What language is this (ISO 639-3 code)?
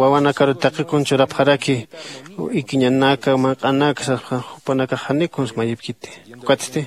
aym